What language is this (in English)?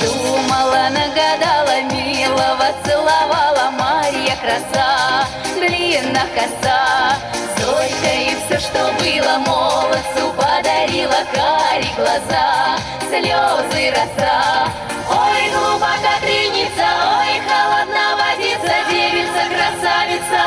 Chuvash